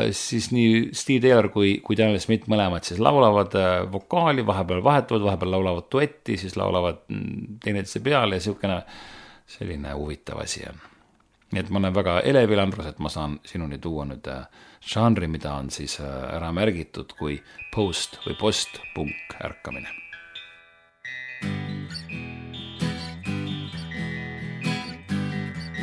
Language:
Estonian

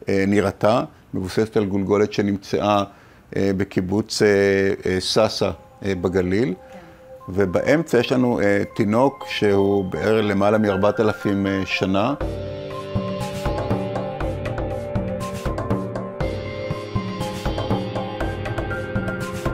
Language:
Hebrew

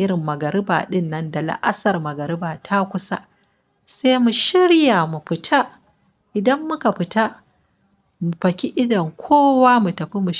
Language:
Hausa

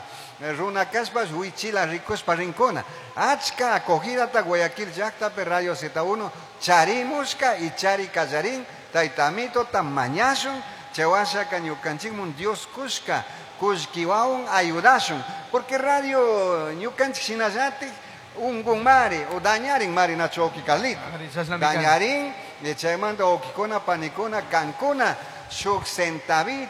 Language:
Chimborazo Highland Quichua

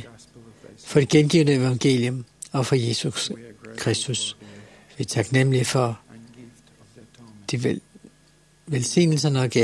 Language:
Danish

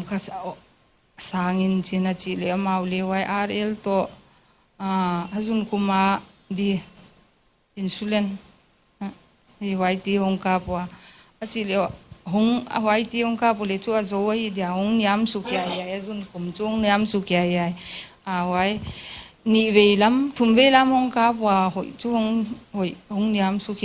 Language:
Paite Chin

